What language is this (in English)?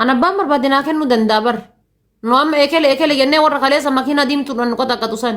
Oromo